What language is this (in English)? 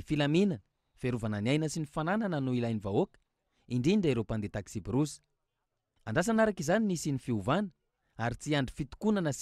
Malagasy